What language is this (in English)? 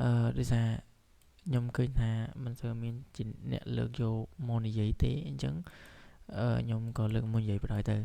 Khmer